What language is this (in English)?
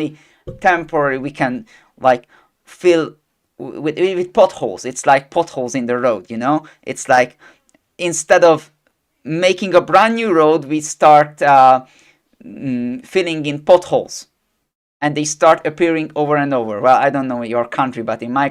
English